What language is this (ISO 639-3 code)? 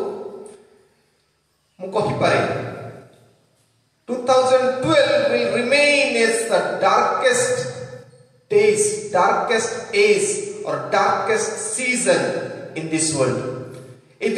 ori